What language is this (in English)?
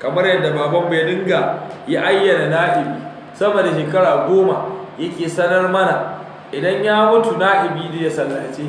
Hausa